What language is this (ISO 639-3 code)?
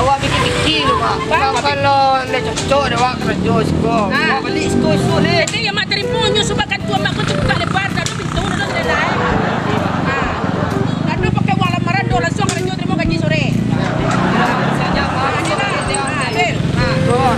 min